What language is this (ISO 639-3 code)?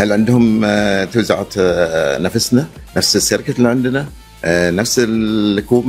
afb